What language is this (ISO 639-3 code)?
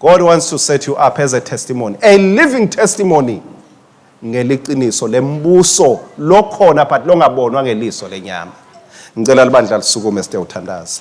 ssw